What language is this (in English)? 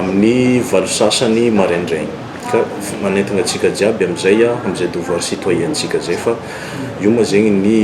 Malagasy